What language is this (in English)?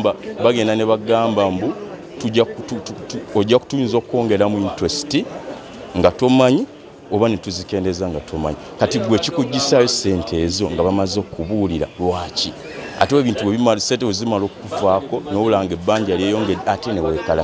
Ganda